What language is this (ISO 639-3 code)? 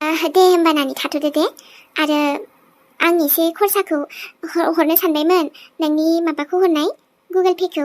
brx